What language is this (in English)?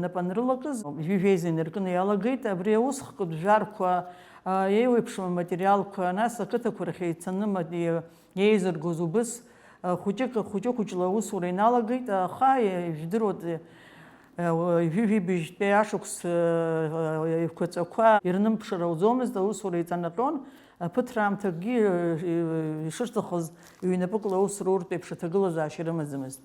Abkhazian